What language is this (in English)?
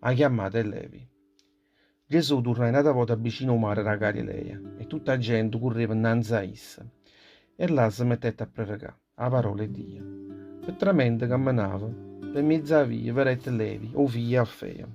Neapolitan